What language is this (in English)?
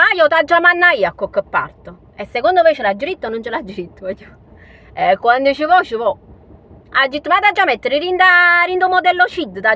Neapolitan